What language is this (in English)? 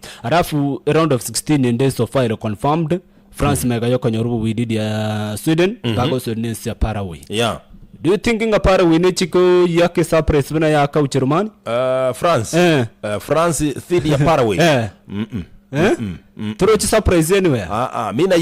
Gusii